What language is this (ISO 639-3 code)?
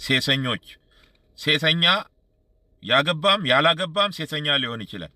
amh